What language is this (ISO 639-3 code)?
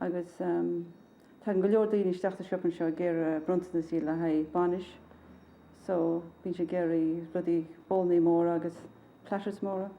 gle